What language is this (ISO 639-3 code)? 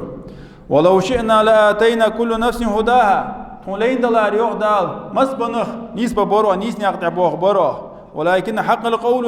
inh